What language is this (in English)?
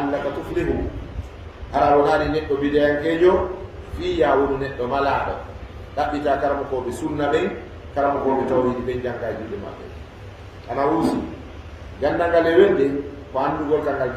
Fula